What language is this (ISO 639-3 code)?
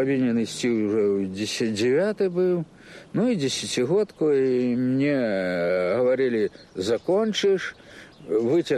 bel